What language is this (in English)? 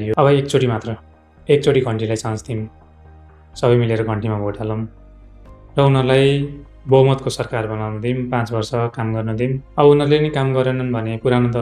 Nepali